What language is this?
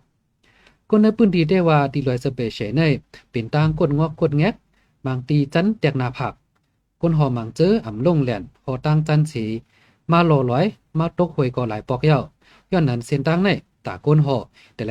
Shan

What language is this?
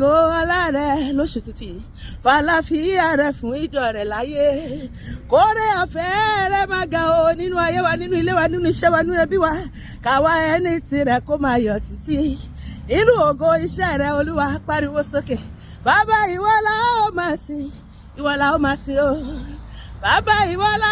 Yoruba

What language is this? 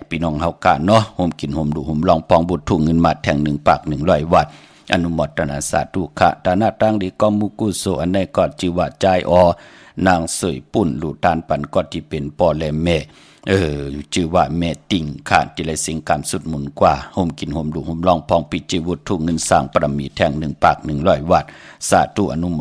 Shan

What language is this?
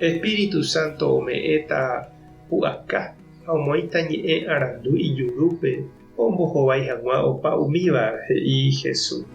Guarani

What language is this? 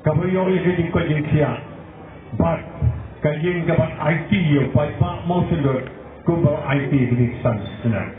Khasi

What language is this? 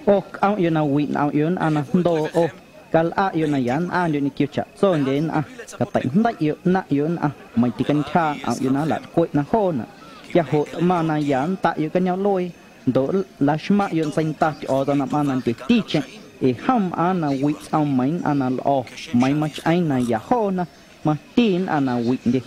Guerrero Amuzgo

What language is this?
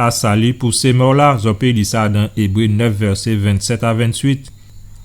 Guadeloupean Creole French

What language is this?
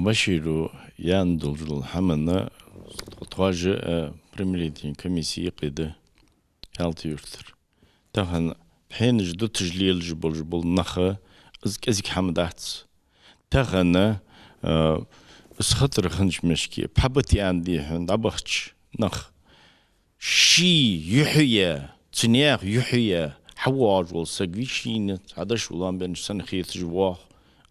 Ingush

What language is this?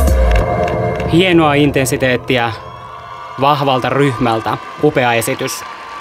Finnish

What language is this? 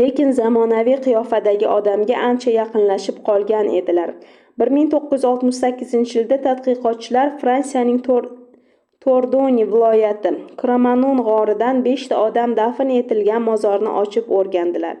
Uzbek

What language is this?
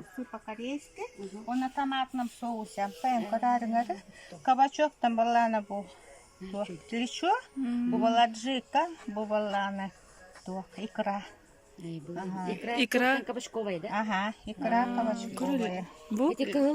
Yakut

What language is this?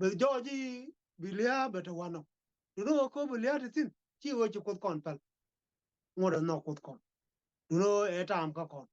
Nuer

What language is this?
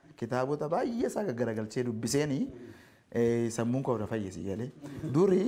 Oromo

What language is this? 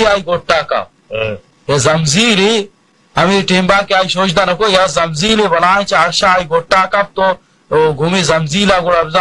Baluchi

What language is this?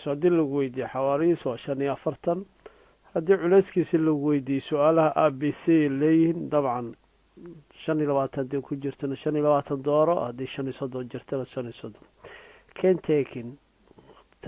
Somali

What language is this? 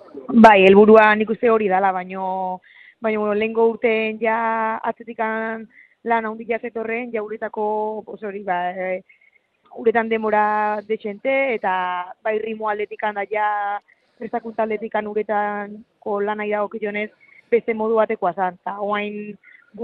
Basque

